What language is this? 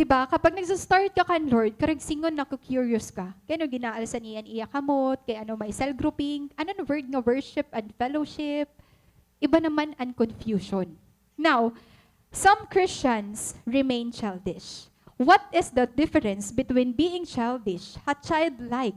Waray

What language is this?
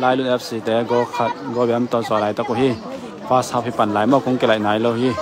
Tedim Chin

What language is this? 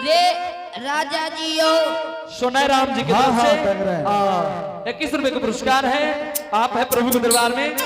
Angika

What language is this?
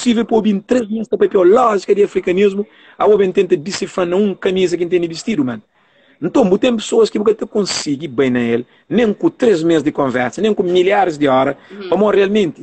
Kabuverdianu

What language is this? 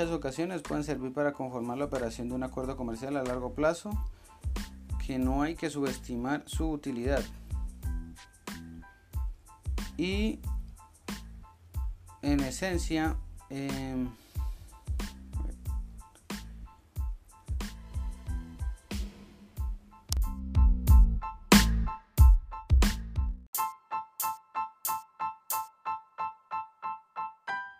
Spanish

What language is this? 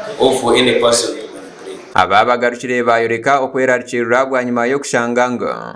Nyankole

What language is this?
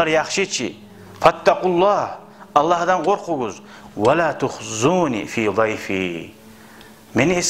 Kumyk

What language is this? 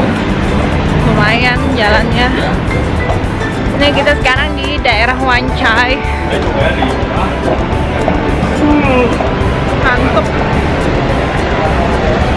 Indonesian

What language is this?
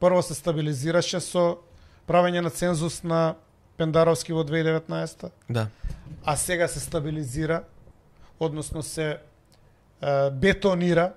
Macedonian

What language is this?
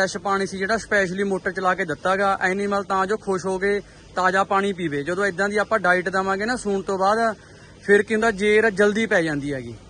Punjabi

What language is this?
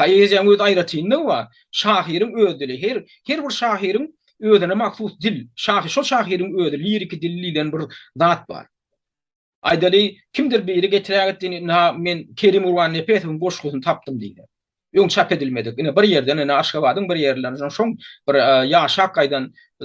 Turkmen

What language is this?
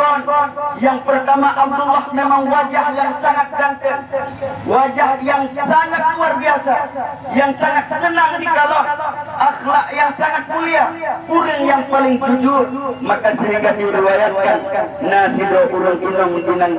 Achinese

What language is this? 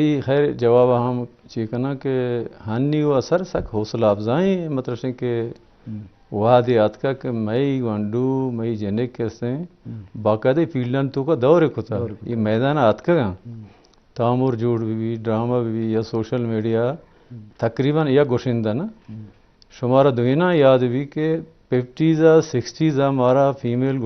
Baluchi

